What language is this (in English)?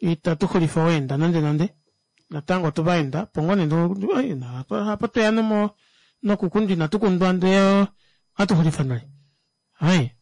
Kuanyama